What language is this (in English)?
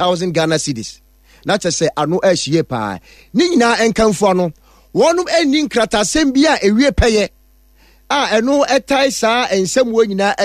Akan